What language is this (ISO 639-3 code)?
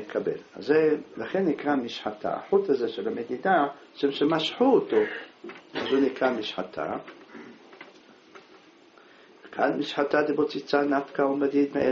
heb